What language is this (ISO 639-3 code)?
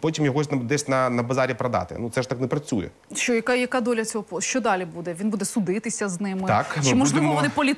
ukr